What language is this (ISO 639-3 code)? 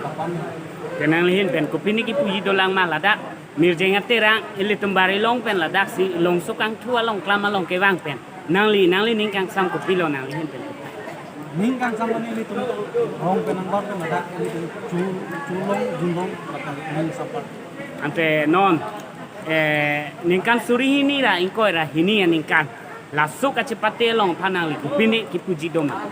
mjw